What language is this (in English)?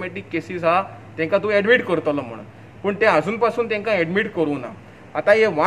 Konkani